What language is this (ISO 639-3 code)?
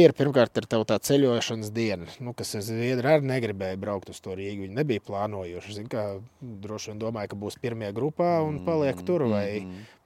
lav